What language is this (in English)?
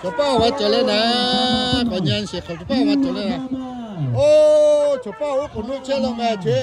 Lahu